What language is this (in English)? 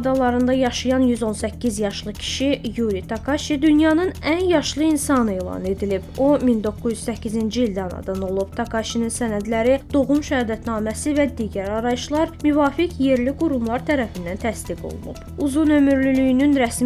Azerbaijani